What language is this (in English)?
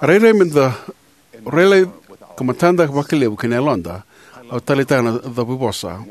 Fijian